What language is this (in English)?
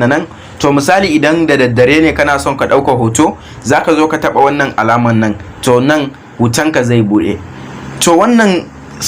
Hausa